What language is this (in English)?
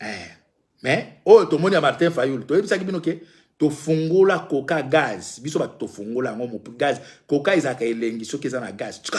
Lingala